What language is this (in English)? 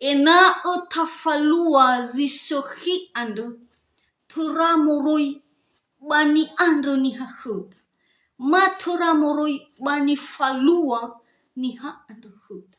Nias